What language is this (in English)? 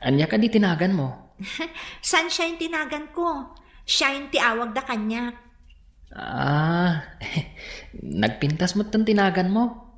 Iloko